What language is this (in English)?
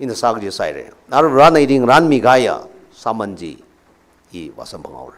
Tangkhul Naga (India)